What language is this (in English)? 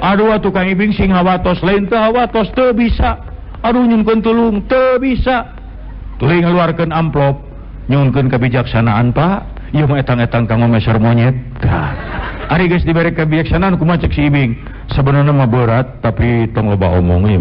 Sundanese